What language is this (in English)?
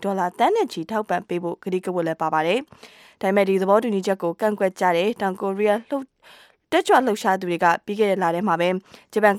Burmese